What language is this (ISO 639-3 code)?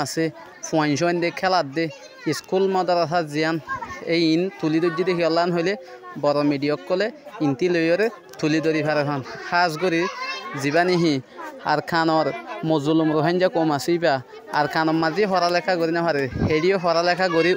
rhg